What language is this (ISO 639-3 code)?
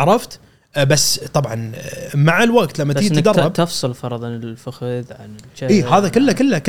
afb